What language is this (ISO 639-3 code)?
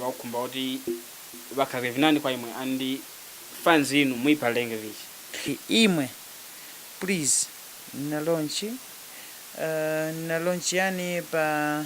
tum